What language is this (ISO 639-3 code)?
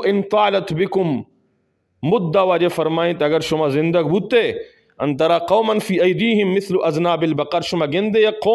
bgp